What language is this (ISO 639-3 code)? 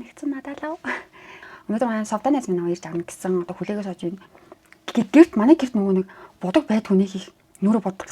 mon